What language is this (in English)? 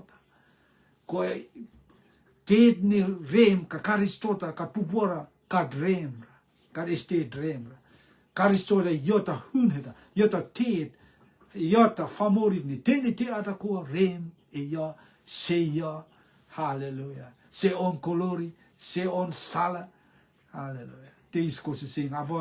Rotuman